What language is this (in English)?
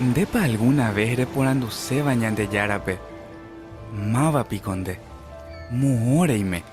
Guarani